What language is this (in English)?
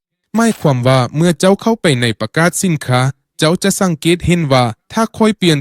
Lao